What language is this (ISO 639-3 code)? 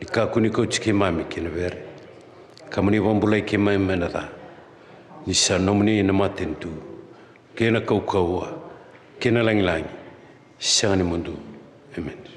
fij